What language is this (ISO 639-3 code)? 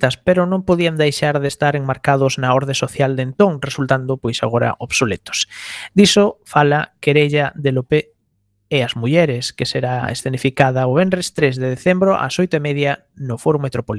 glg